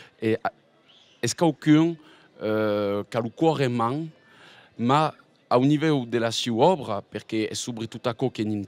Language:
Occitan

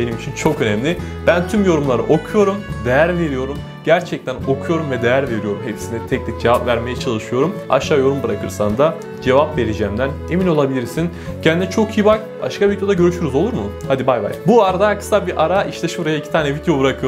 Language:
Turkish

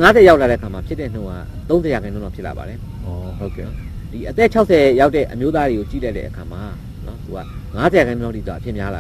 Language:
Burmese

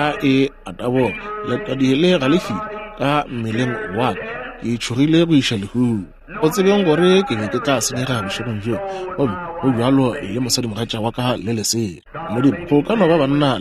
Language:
Northern Sotho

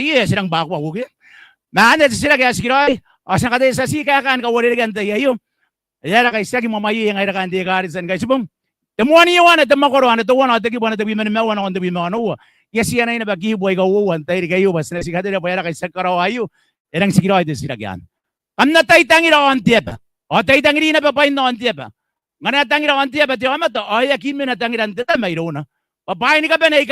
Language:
Gilbertese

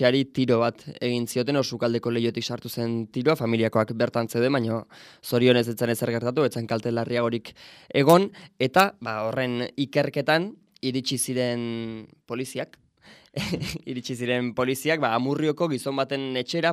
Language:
Basque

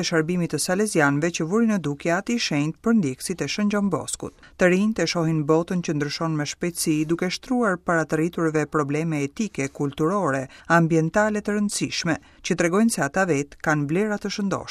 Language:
Albanian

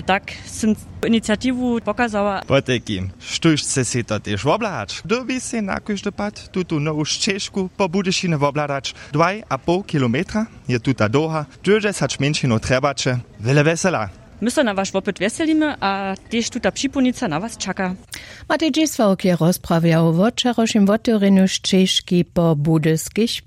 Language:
Upper Sorbian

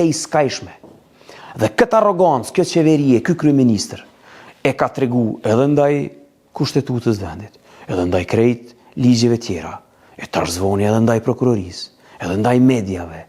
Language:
Albanian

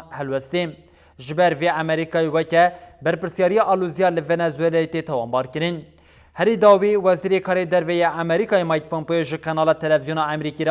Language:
Kurdish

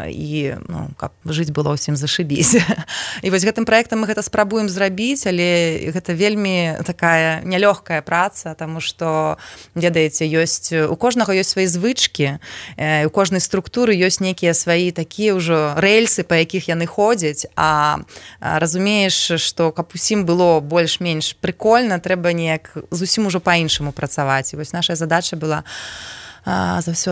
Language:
Belarusian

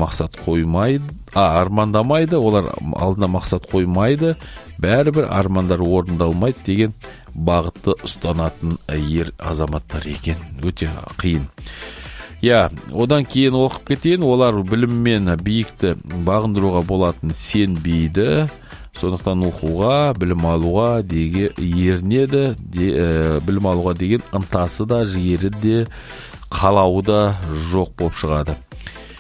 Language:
Kazakh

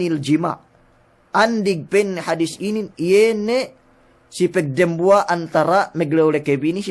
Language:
Yakan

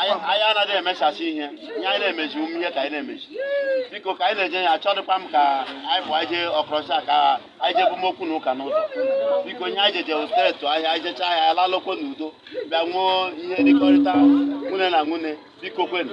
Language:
Igbo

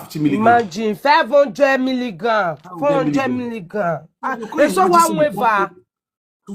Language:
Nigerian Pidgin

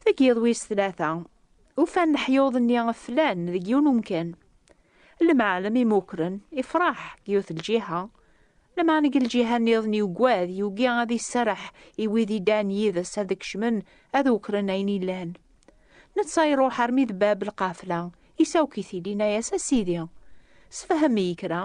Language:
Kabyle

